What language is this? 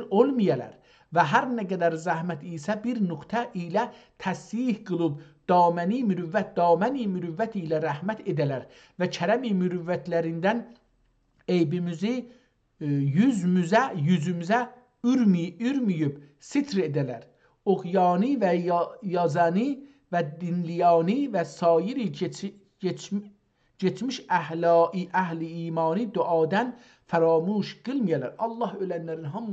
South Azerbaijani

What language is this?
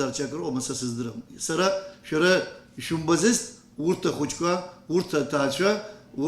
Abkhazian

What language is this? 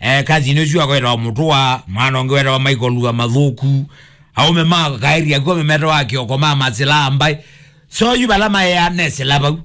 Kamba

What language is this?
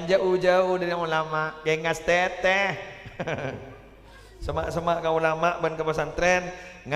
Madurese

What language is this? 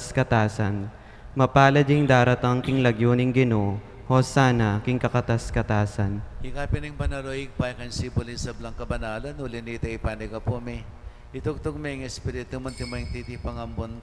Pampanga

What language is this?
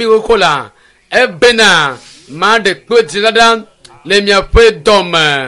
Ewe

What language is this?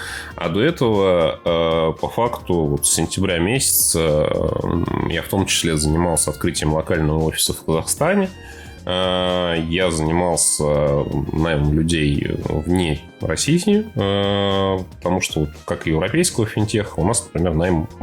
Russian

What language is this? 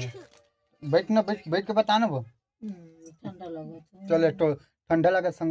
Chhattisgarhi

